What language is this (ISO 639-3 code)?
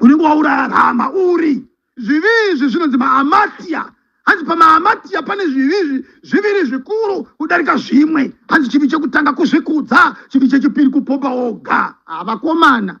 sna